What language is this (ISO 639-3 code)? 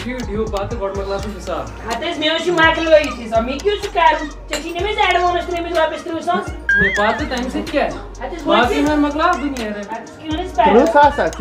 kas